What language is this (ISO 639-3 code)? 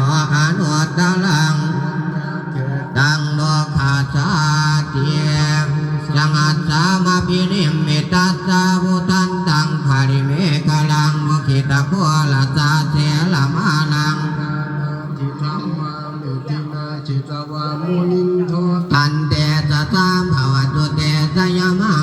pli